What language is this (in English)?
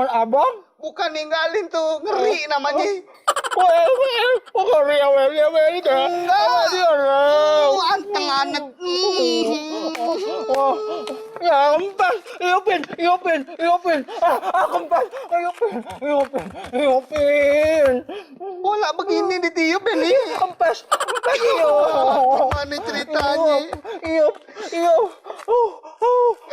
Betawi